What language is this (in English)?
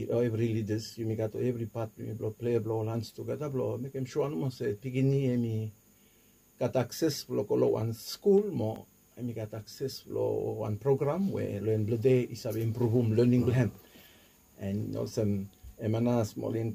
Bislama